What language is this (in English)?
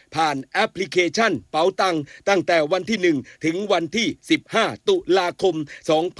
Thai